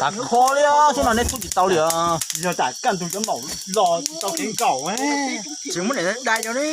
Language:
Hmong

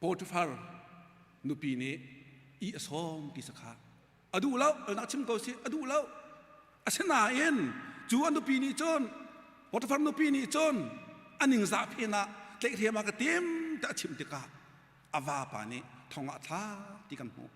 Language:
Hakha Chin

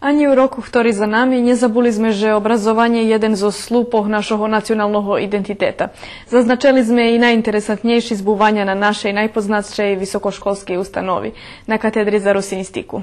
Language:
Rusyn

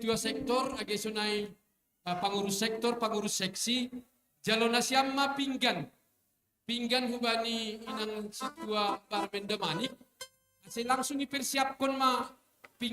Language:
Batak Simalungun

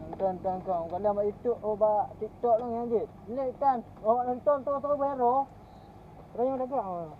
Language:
Achinese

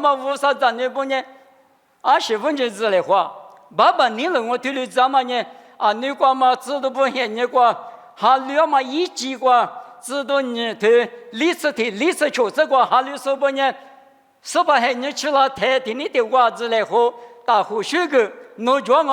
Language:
Lisu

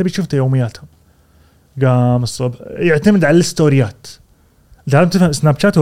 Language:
Gulf Arabic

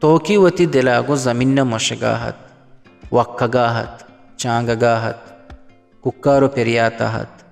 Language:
Eastern Balochi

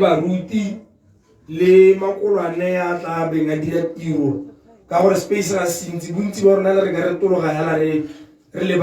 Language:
Tswana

